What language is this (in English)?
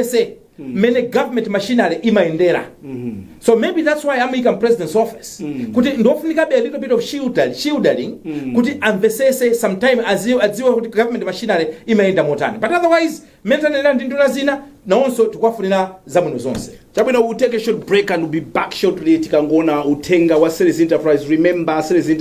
Nyanja